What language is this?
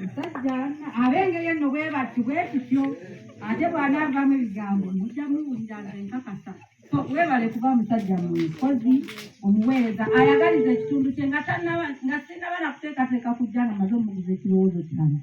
Ganda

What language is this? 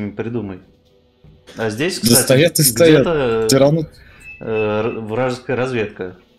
Russian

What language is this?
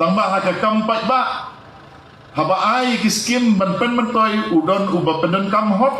Khasi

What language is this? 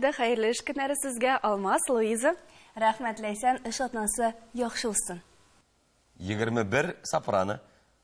Tatar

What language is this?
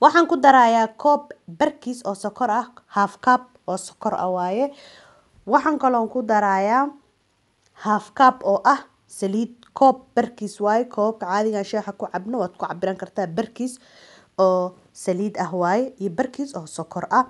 Somali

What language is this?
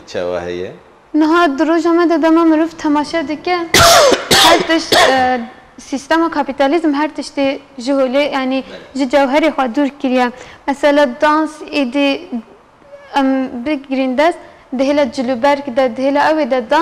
Kurdish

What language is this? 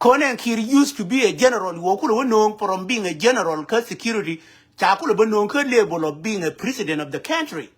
Nuer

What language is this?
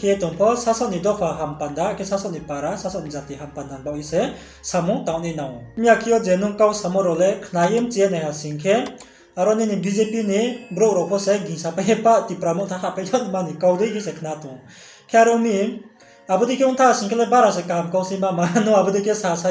Riang (India)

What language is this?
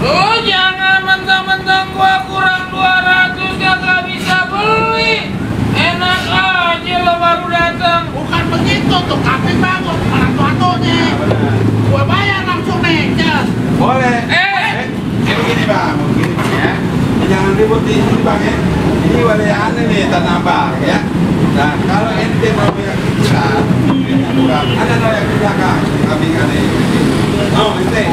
Betawi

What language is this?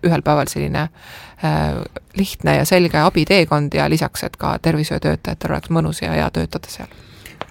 Estonian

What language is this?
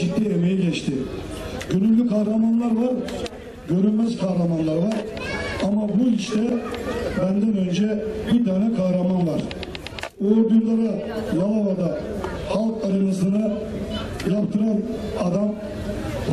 Turkish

